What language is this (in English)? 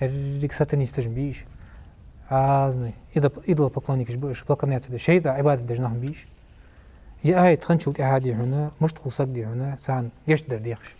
Ingush